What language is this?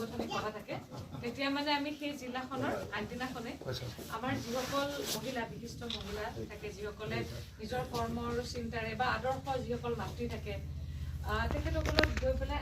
Assamese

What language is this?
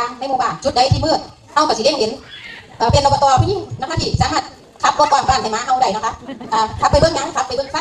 Lao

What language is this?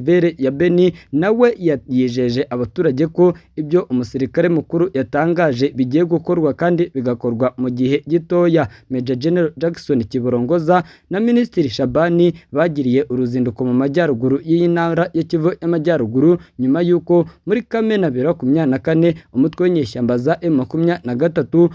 Kinyarwanda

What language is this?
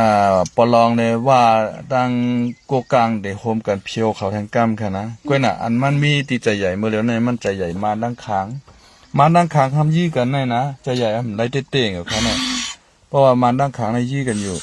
Shan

